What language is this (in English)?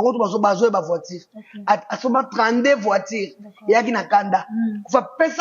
Lingala